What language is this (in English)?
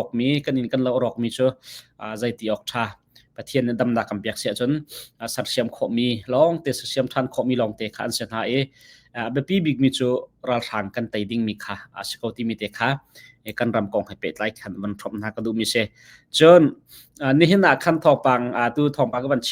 Hakha Chin